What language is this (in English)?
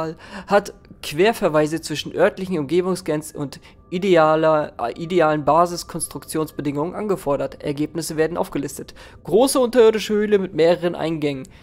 German